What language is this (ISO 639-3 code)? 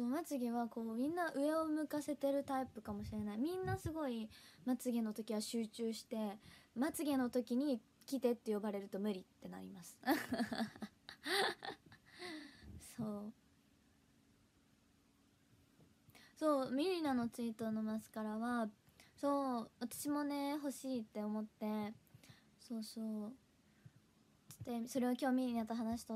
jpn